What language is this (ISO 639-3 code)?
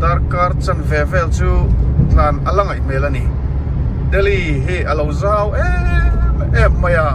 lus